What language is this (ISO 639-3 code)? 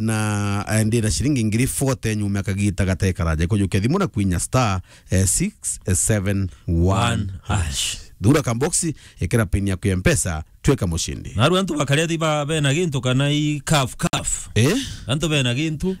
mer